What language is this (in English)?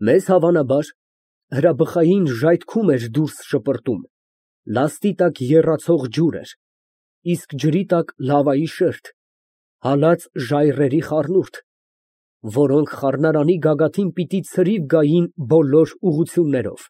Armenian